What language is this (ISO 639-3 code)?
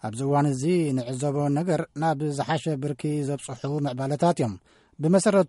tir